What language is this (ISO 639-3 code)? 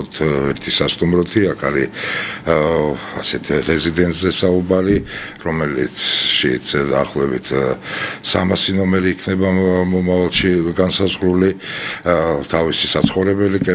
kat